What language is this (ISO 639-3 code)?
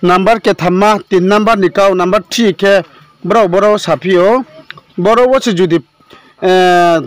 ria